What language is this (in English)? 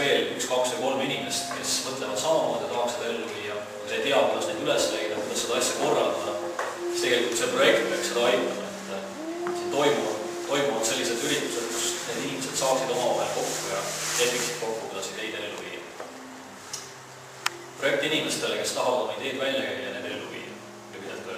Estonian